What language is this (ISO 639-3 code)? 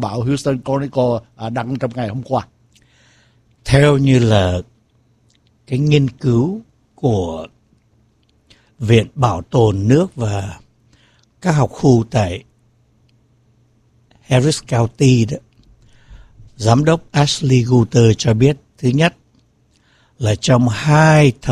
vie